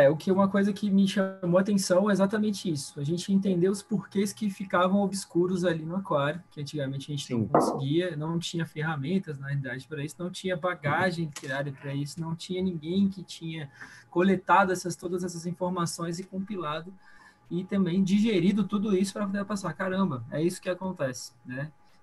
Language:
Portuguese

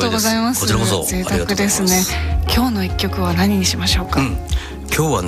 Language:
Japanese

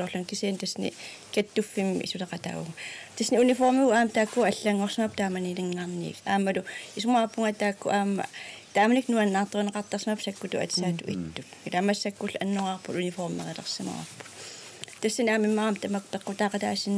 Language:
Kalaallisut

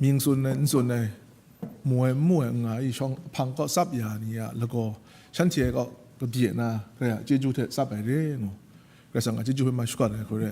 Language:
Kachin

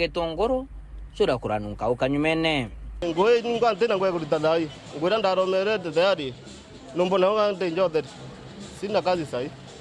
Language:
Meru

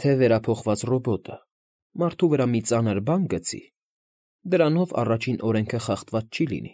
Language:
Armenian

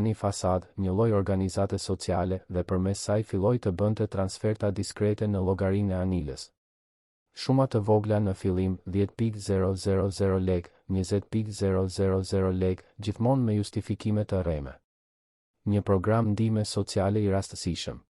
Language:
Albanian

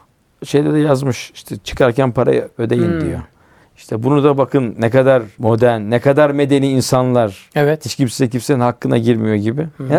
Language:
Turkish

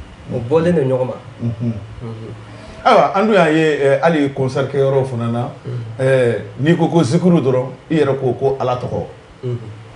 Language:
Bambara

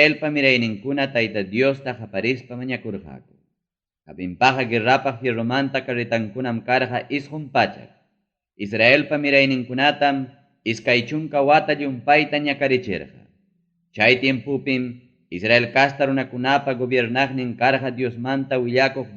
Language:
Ayacucho Quechua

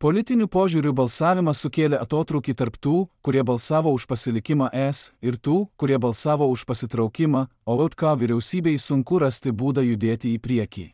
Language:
Lithuanian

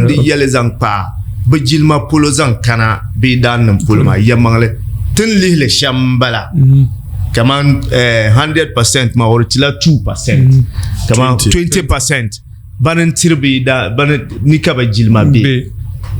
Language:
Dagbani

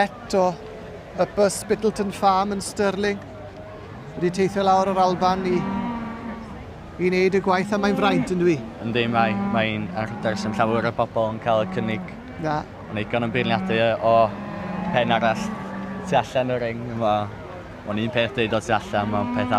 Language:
Welsh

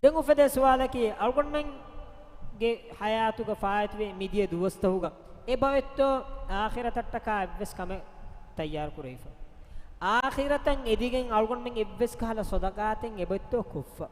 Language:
Divehi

